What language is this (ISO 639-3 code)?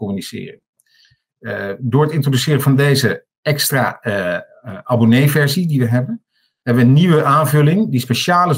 nld